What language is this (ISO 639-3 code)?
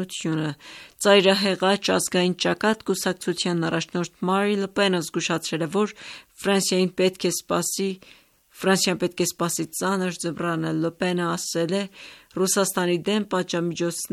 hye